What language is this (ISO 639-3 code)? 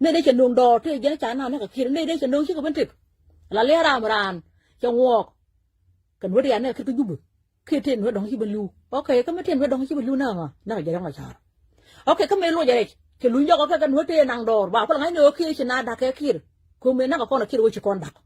nus